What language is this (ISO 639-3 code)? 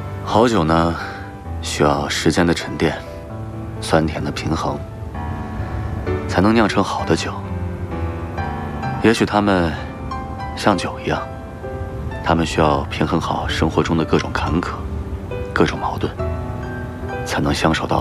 zho